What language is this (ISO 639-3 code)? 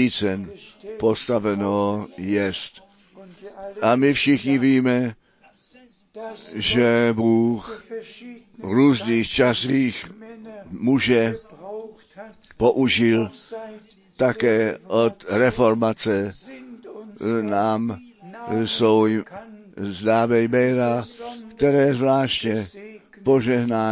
ces